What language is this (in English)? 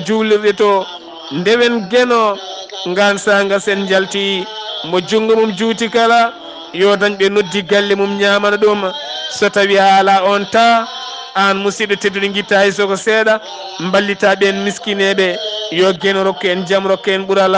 Fula